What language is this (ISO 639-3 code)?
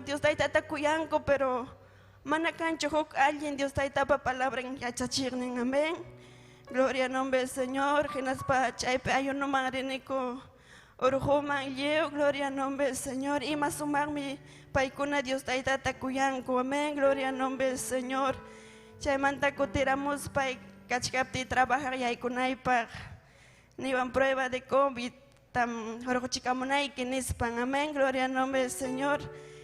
quy